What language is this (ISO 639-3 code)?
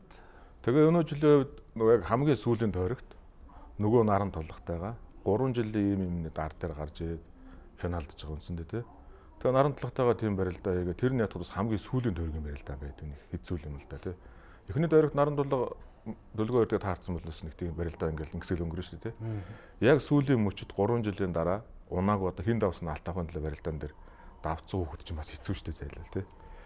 mon